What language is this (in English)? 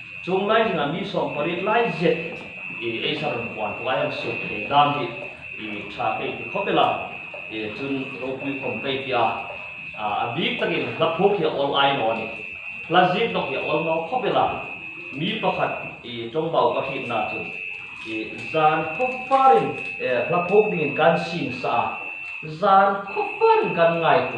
Hmar